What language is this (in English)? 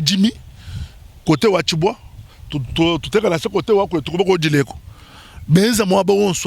Luba-Lulua